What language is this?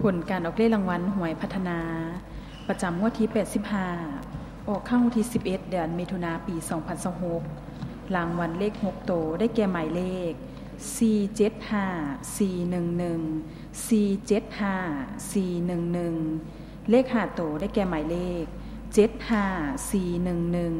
Lao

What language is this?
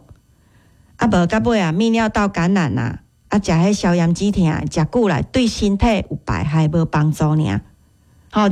Min Nan Chinese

